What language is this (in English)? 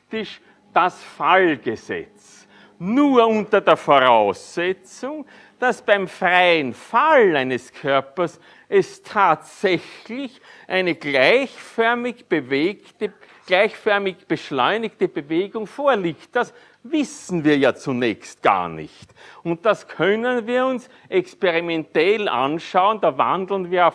German